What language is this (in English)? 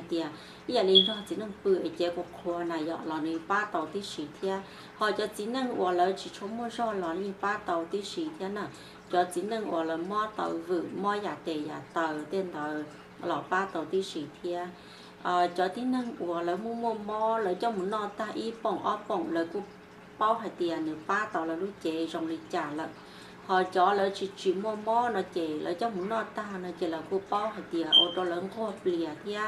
Hmong